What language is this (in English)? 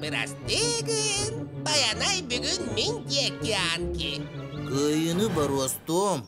Yakut